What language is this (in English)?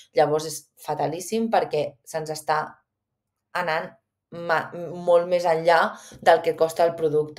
Catalan